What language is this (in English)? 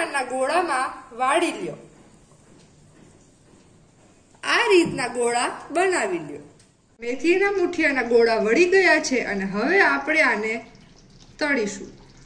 Gujarati